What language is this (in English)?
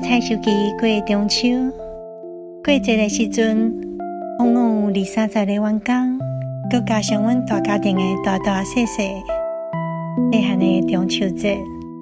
Min Nan Chinese